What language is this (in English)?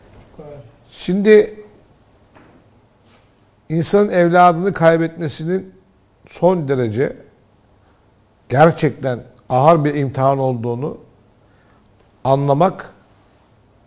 Turkish